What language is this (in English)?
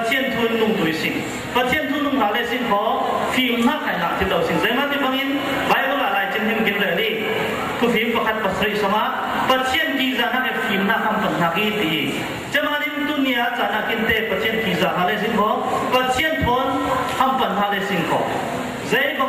Falam Chin